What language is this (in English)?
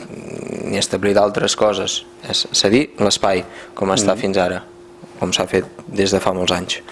Catalan